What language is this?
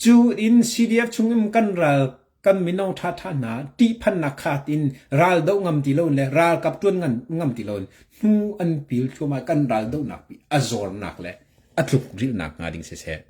Hakha Chin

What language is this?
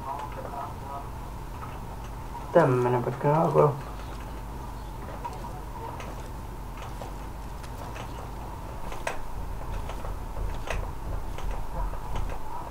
Finnish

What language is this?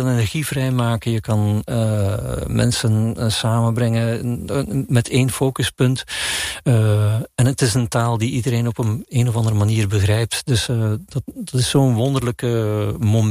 Dutch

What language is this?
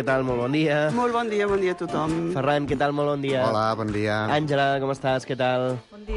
Catalan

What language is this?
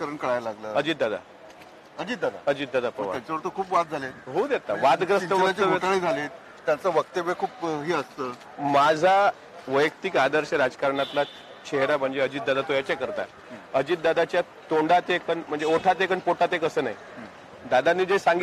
Marathi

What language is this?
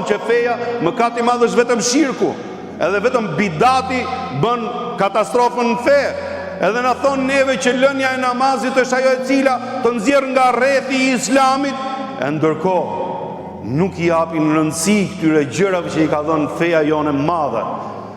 Albanian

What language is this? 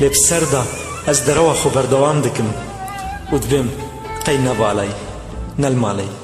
Kurdish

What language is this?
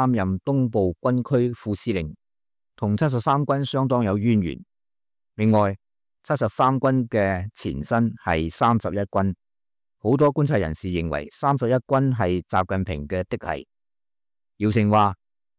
Cantonese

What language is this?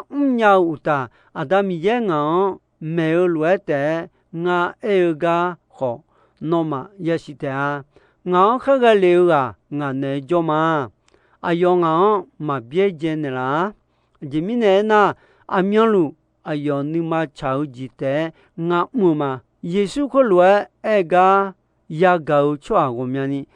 Akha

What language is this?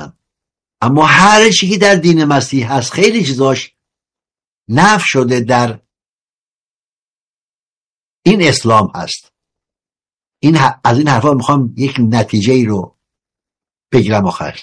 Persian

